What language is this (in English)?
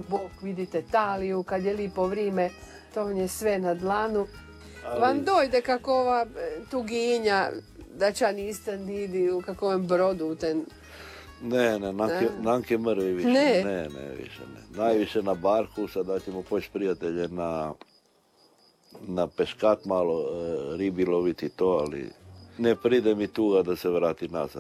Croatian